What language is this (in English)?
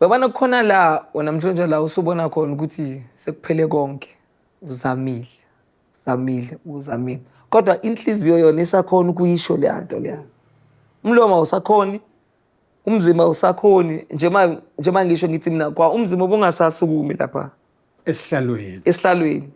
Zulu